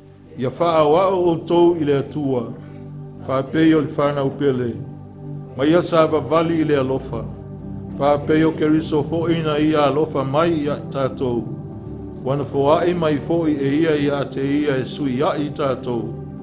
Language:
Samoan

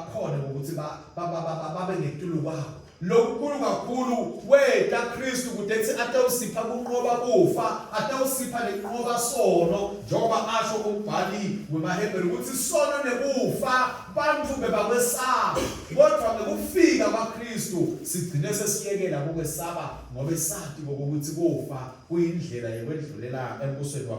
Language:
Swati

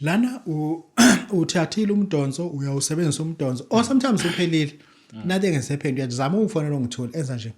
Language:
Zulu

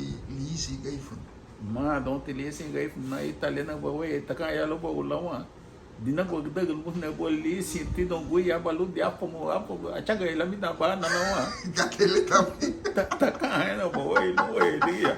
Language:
Garifuna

